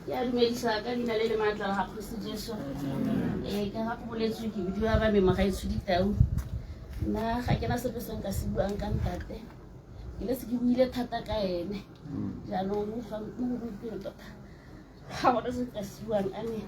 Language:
Tswana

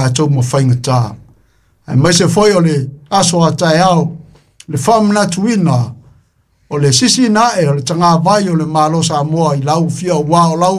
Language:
Samoan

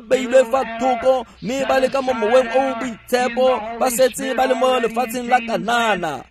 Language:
Tswana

